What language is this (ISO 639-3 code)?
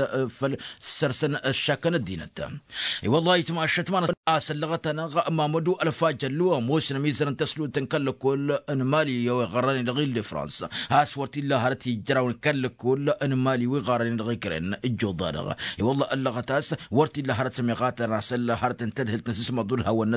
taq